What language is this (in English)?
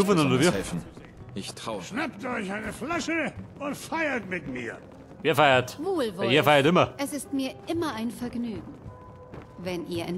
Bavarian